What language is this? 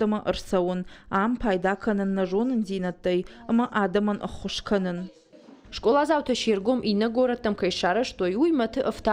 Ossetic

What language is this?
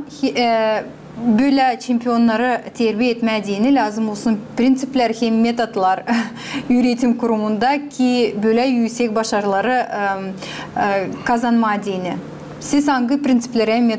Gagauz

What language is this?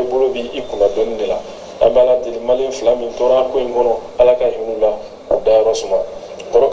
Bambara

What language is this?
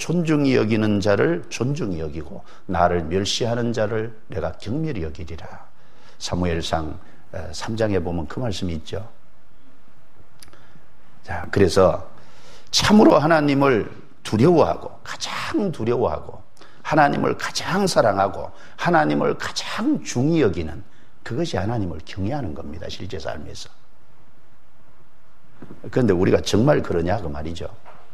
Korean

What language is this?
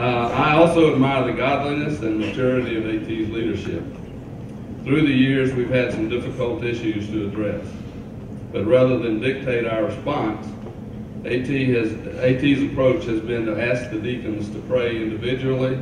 English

